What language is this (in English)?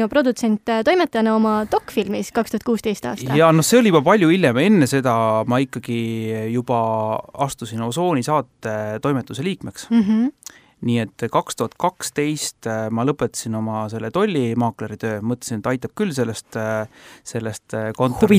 Estonian